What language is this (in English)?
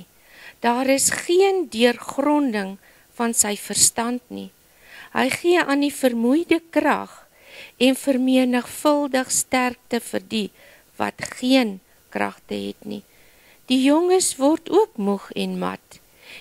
Afrikaans